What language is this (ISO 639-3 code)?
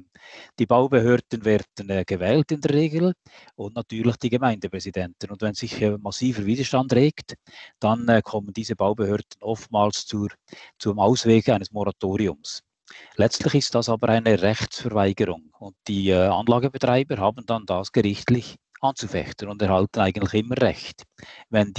deu